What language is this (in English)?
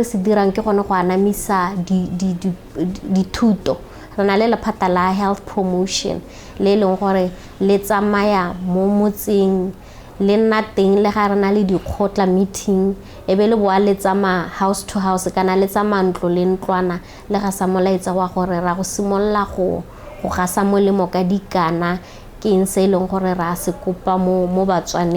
Tswana